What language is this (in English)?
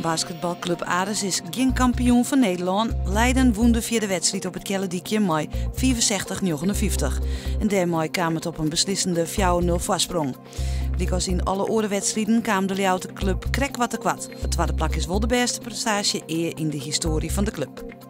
Western Frisian